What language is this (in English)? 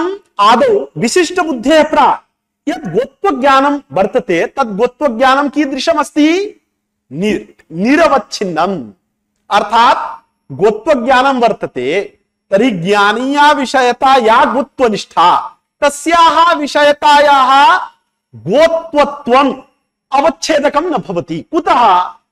Sanskrit